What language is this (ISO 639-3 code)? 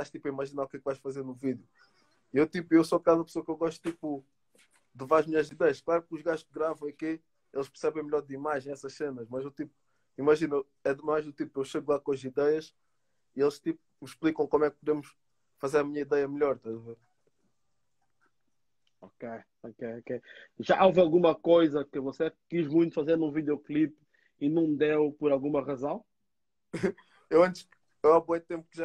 por